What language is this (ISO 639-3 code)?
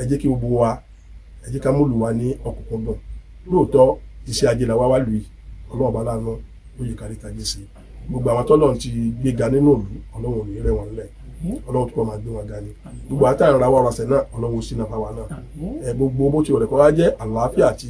yor